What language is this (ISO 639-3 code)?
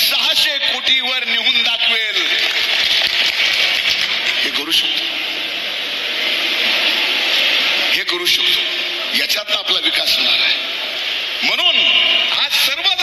mar